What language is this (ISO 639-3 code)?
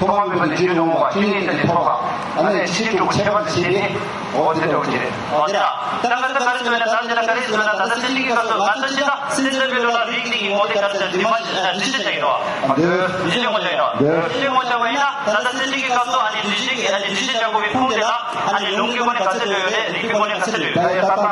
bod